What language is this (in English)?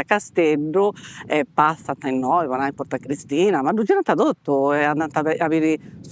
Sardinian